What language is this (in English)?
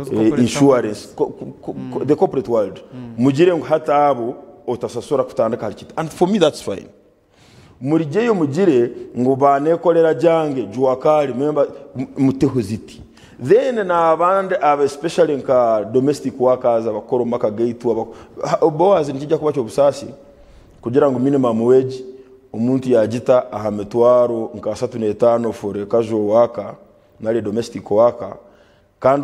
Nyankole